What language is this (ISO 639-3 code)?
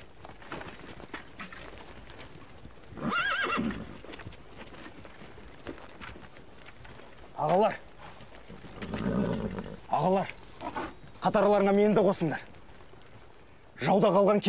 kaz